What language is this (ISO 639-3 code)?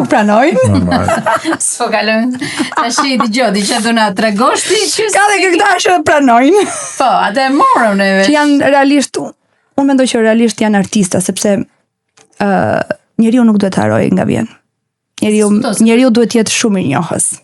sqi